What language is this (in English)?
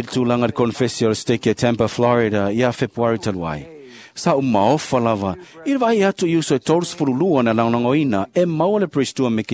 Samoan